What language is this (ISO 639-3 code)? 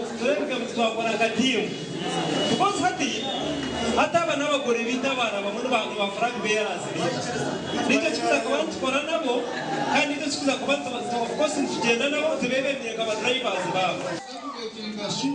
nyn